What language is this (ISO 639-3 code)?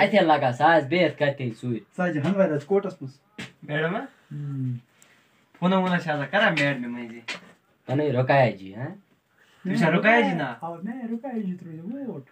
kas